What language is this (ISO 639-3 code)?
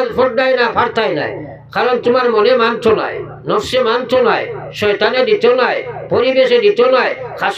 syl